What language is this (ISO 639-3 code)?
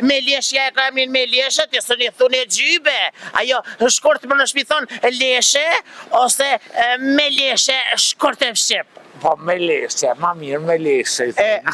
sqi